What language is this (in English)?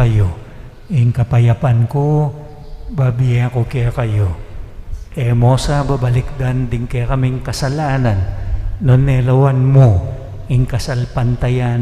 Pampanga